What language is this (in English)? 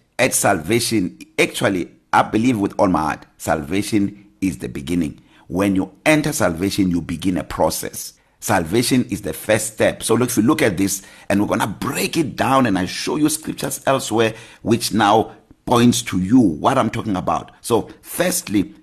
English